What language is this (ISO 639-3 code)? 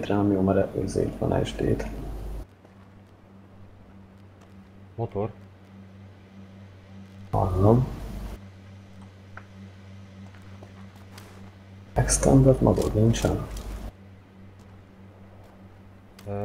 hun